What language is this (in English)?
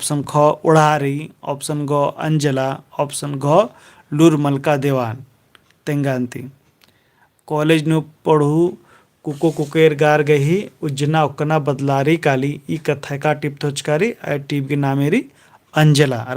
Kurukh